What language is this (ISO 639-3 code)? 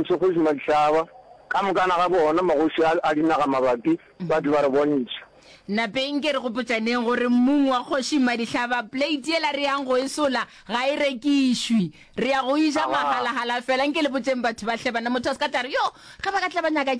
nso